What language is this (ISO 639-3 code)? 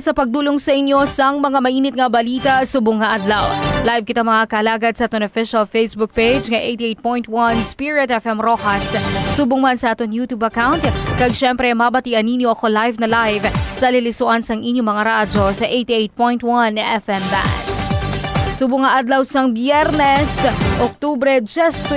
hil